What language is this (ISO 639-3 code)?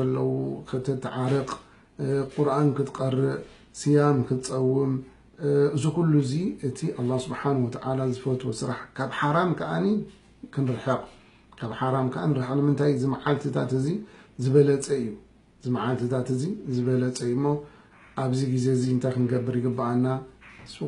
tir